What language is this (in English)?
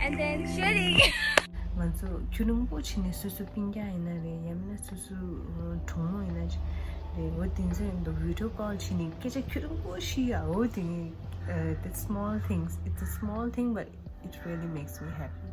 Tibetan